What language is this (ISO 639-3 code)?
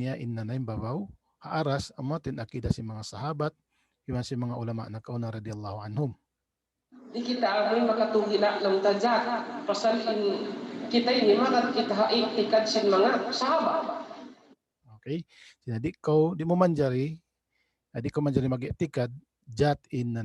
tsg